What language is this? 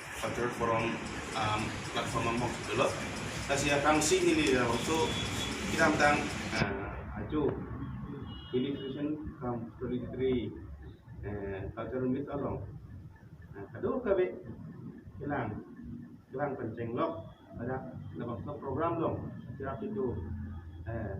Karbi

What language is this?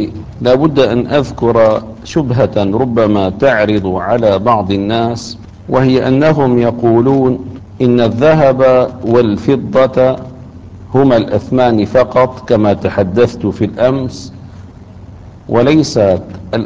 Arabic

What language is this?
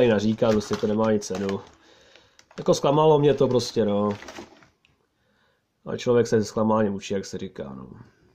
Czech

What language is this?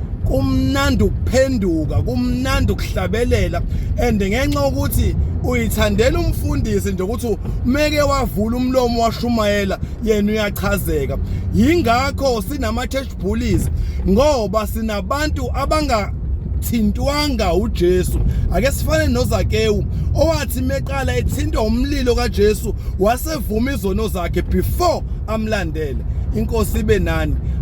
Zulu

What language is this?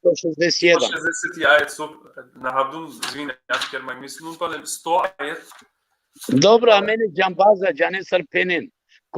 Balkan Romani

